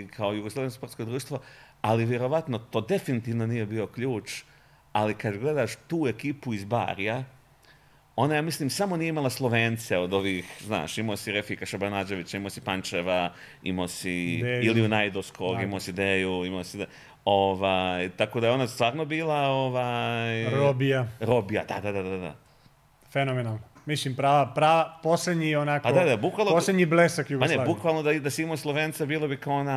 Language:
Bosnian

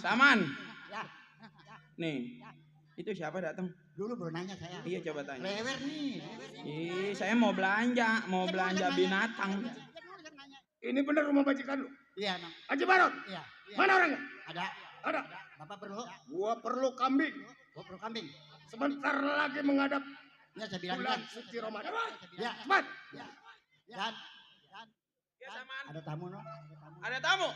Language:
Betawi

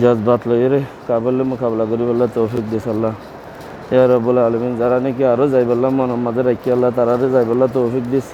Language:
Rohingya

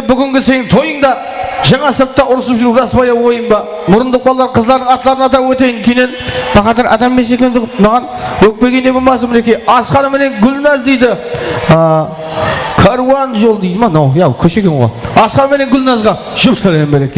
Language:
Kara-Kalpak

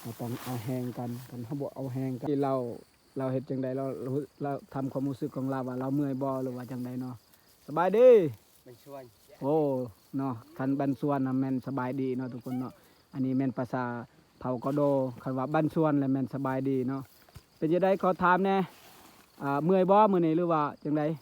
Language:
Lao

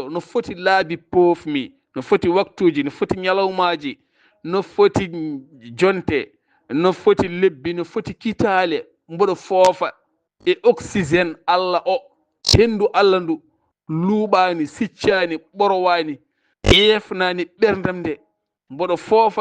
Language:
Fula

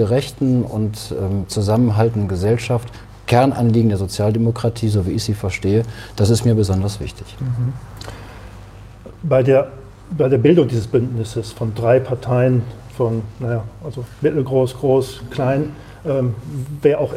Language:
German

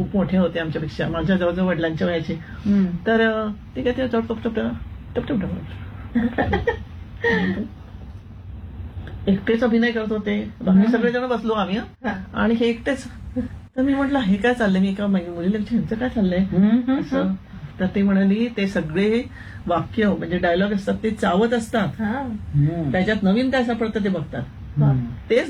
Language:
Marathi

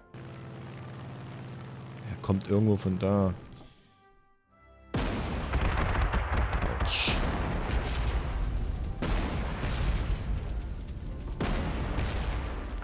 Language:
German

